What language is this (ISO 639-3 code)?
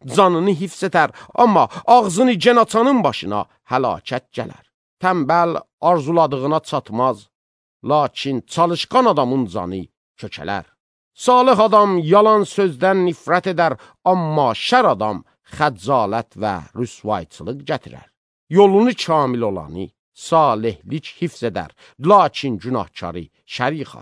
aze